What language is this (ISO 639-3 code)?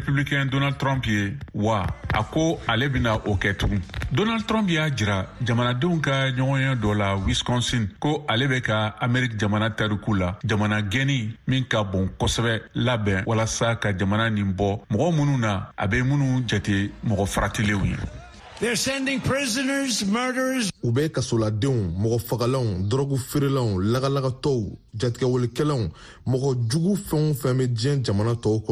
bam